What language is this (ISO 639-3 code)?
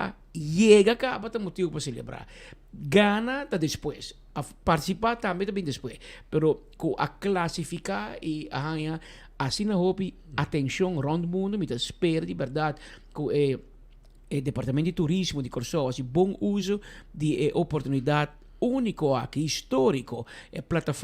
pap